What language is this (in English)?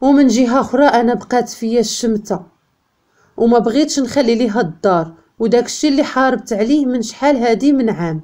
Moroccan Arabic